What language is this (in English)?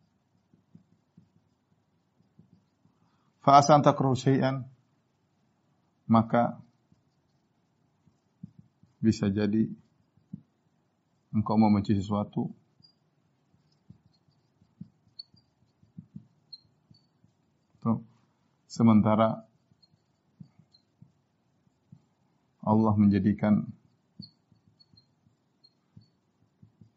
Indonesian